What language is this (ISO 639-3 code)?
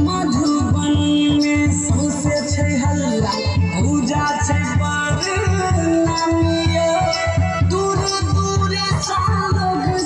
mai